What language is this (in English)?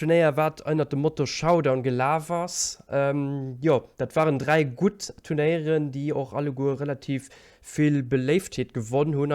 Luxembourgish